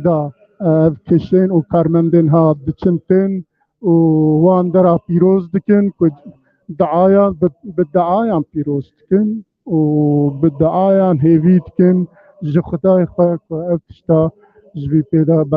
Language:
Kurdish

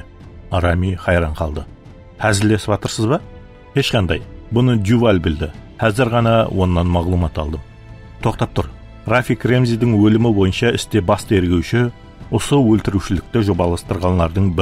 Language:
Kara-Kalpak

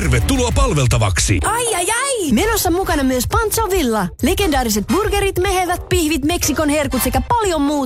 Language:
Finnish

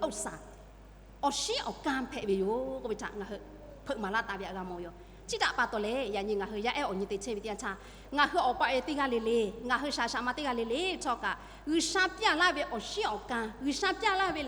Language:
Lahu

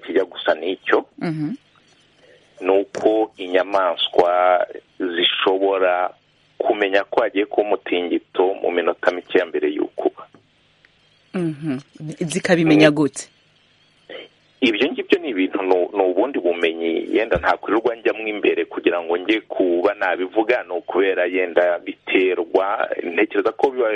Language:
Kinyarwanda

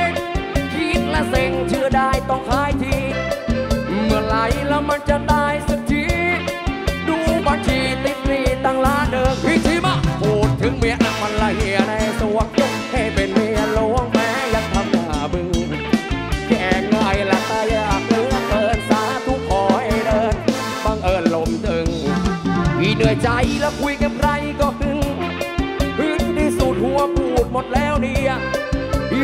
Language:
Thai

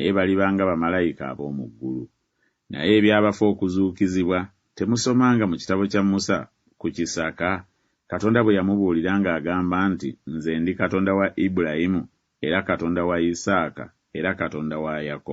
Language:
Ganda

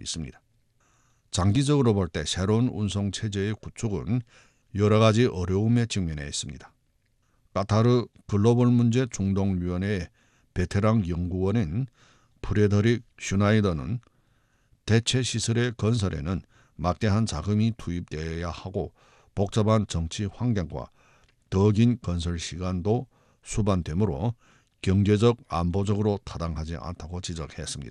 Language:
Korean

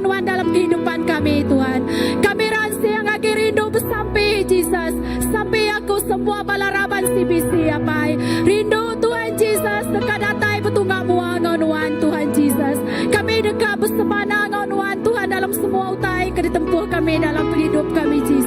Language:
Iban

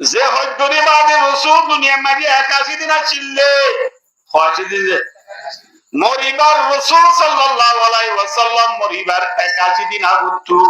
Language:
Rohingya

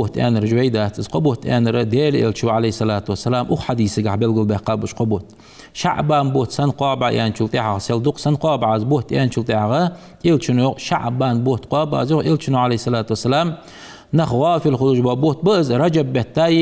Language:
Ingush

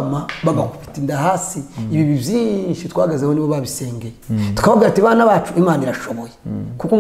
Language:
Kinyarwanda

